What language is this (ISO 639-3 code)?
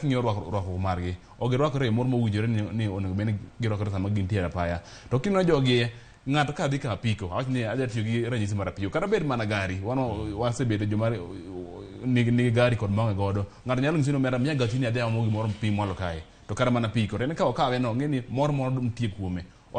luo